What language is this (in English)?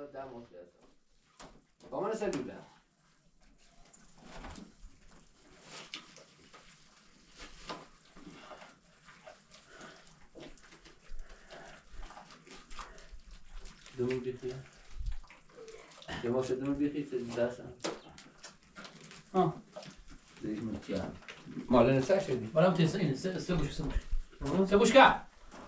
Persian